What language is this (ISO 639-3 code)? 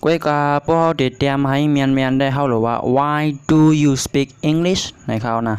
shn